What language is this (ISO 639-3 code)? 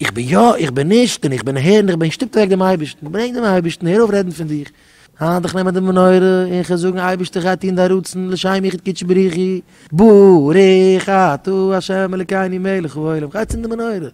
yid